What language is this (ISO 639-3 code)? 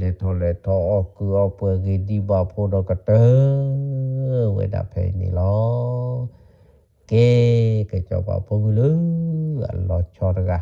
ksw